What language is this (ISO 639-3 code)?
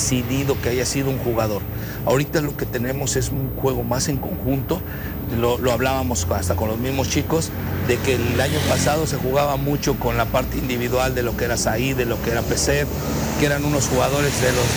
spa